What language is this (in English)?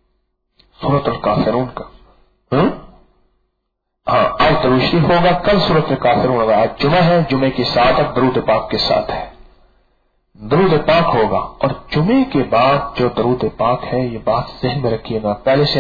Urdu